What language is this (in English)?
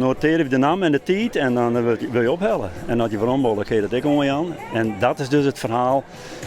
Western Frisian